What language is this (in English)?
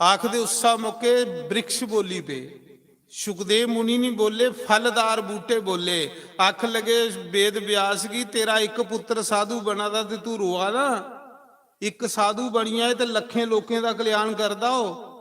Dogri